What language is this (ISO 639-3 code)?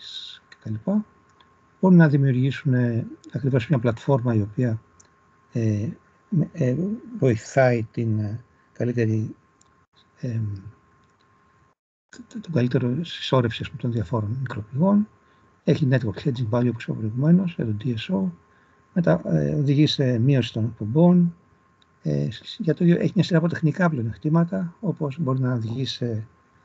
ell